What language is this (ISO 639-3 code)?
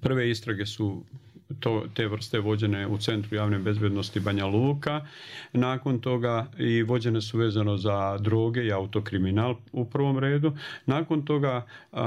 bos